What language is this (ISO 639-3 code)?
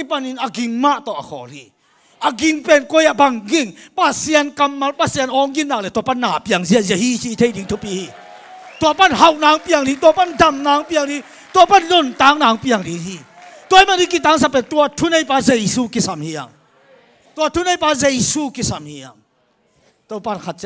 ctd